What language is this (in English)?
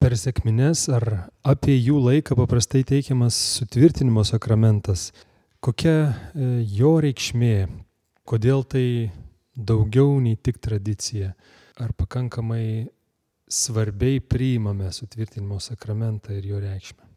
Lithuanian